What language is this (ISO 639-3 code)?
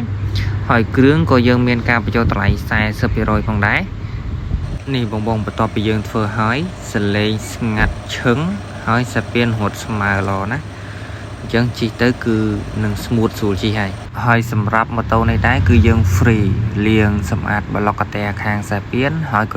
khm